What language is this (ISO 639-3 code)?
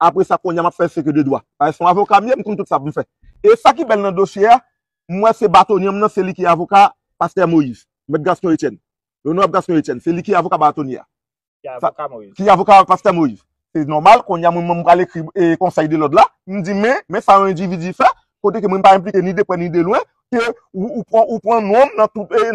hat